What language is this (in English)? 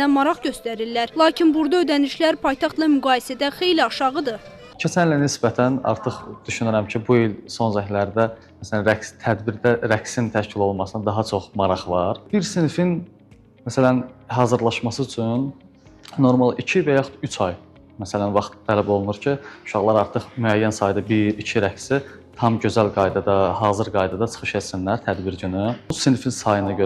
Azerbaijani